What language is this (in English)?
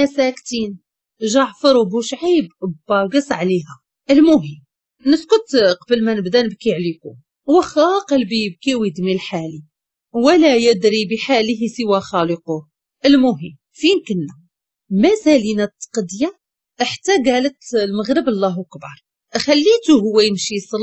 Moroccan Arabic